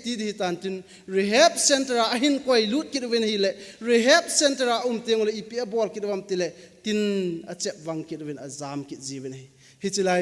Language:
Thado Chin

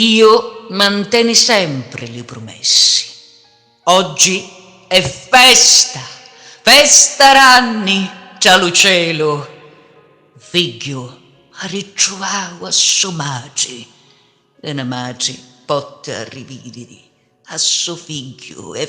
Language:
Sicilian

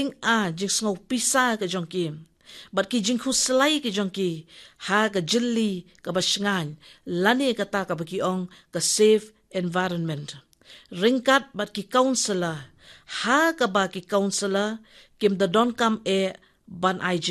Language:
Khasi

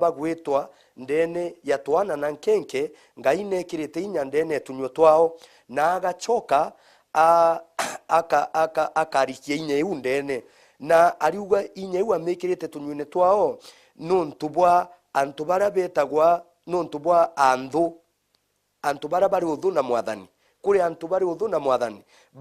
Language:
Meru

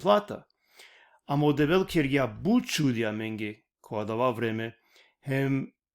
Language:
Balkan Romani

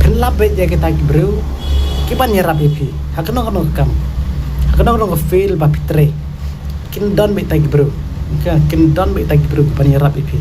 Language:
Khasi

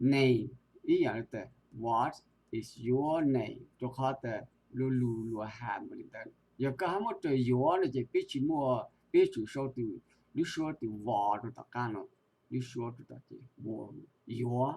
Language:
Hmong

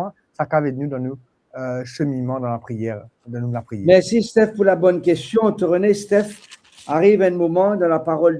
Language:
Morisyen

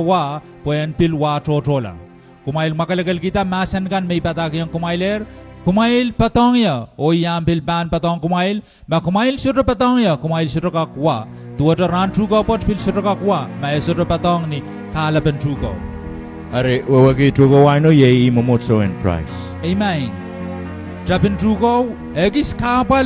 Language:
Pohnpeian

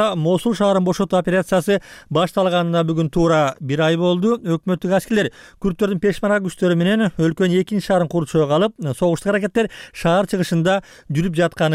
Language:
Kyrgyz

